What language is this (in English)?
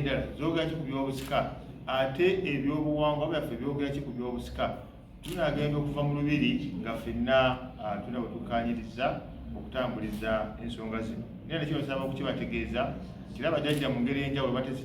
Ganda